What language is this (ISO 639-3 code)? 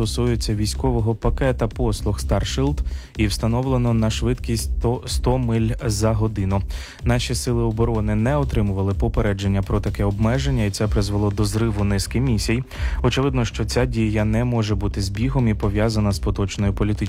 ukr